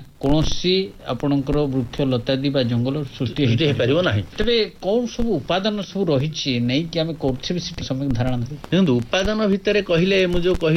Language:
Odia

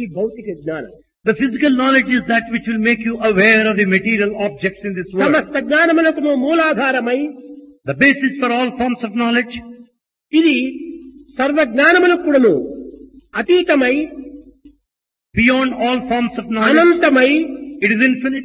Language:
Telugu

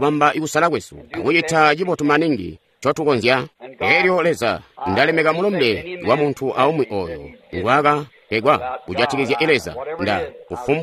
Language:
Tonga (Zambia)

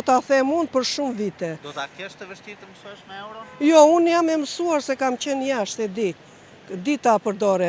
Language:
Albanian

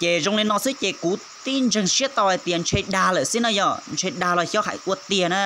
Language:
Hmong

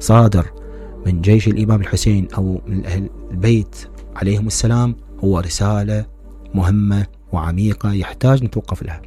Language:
Mesopotamian Arabic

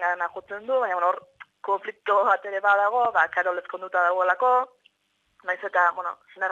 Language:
Basque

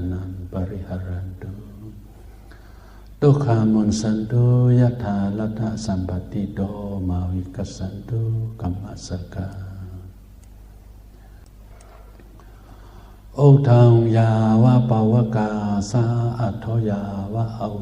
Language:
Shan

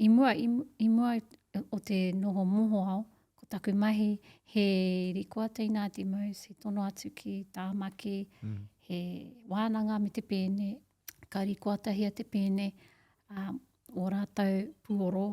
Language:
Māori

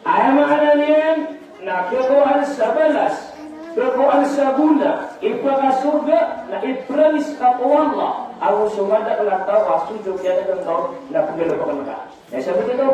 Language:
Maranao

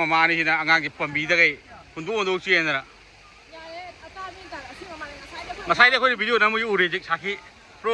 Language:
Manipuri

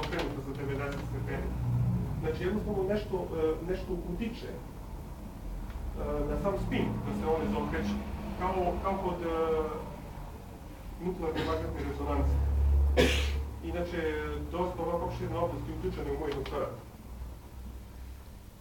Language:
Serbian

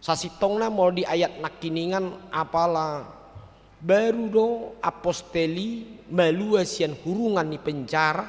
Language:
Batak Toba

